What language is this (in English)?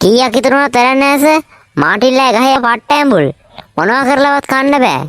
Sinhala